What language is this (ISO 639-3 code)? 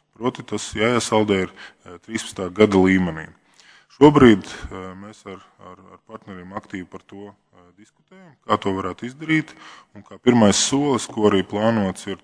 lav